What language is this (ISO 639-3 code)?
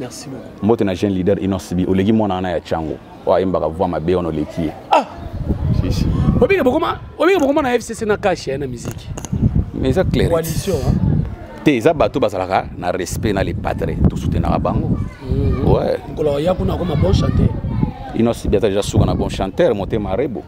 lin